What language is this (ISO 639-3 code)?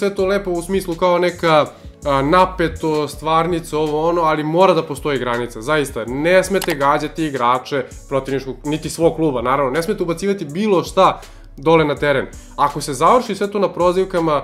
srp